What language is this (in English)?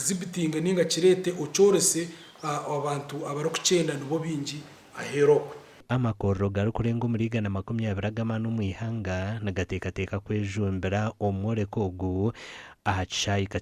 Nyankole